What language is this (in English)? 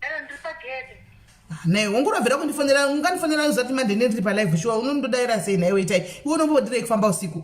Shona